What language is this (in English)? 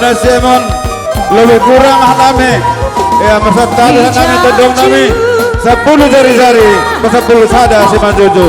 Batak Simalungun